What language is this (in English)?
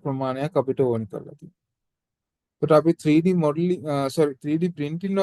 Sinhala